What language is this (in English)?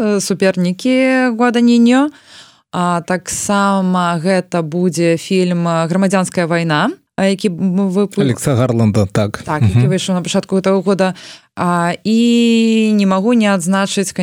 Belarusian